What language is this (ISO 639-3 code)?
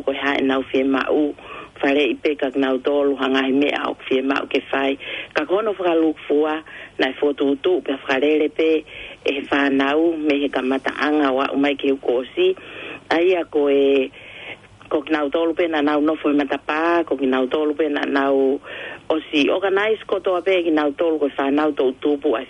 ton